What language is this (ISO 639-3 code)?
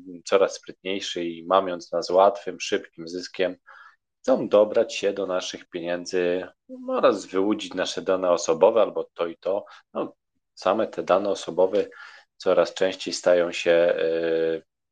pol